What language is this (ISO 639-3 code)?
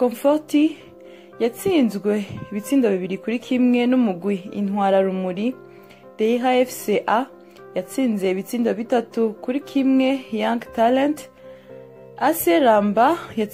run